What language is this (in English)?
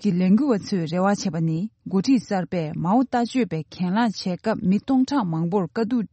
Tibetan